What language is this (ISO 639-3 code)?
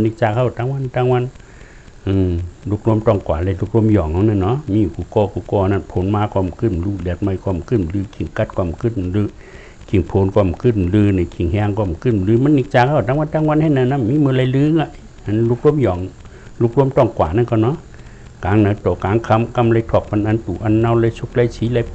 shn